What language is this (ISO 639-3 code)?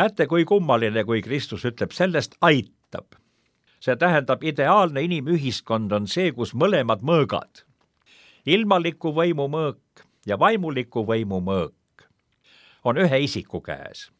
est